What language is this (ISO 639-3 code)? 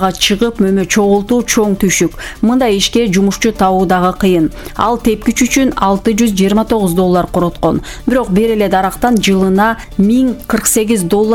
kir